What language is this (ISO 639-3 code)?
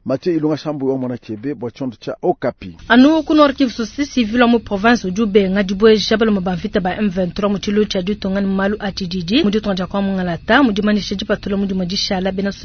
lua